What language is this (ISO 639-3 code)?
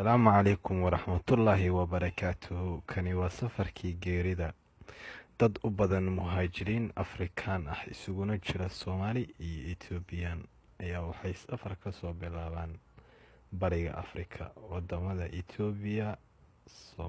som